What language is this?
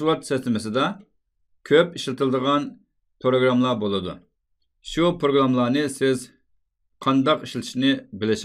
Uyghur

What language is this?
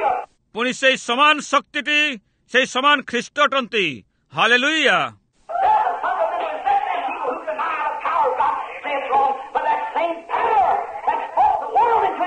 Odia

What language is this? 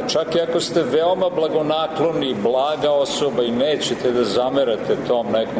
Serbian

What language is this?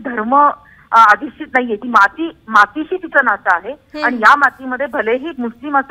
Marathi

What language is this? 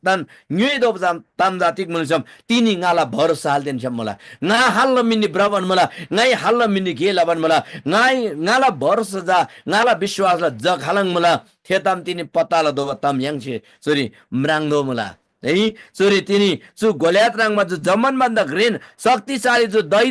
Eastern Tamang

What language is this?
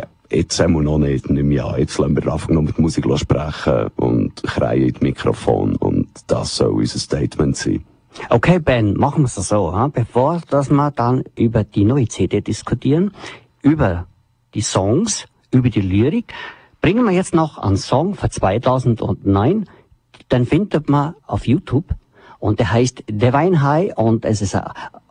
German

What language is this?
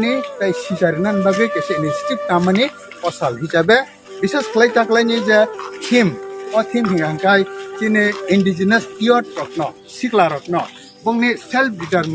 Kok Borok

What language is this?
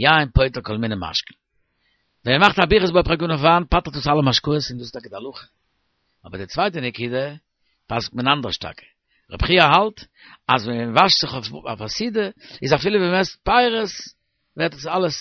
Yiddish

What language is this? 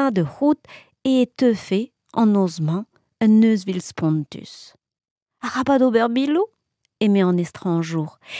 Breton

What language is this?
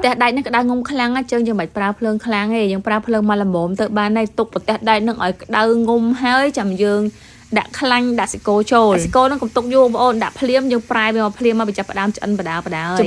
Khmer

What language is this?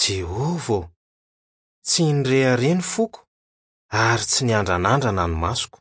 Malagasy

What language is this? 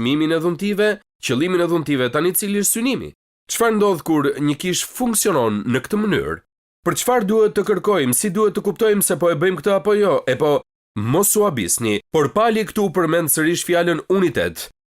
Albanian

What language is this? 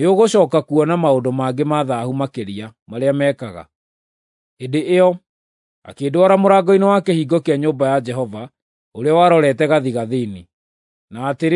Kikuyu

